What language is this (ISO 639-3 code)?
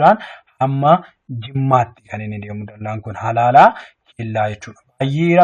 orm